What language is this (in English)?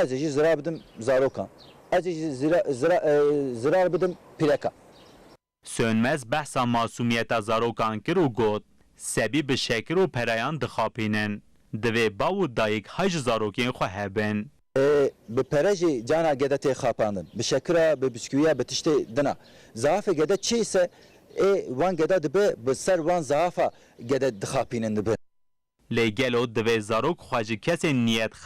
Kurdish